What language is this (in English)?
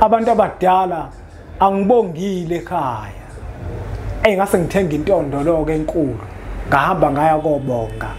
Zulu